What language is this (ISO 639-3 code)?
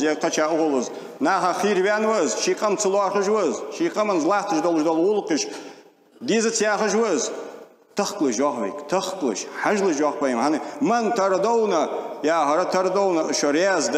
inh